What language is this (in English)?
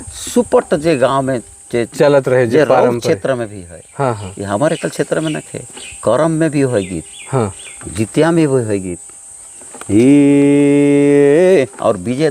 Sadri